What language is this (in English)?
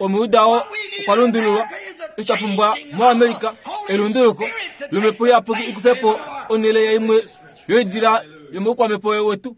Kuanyama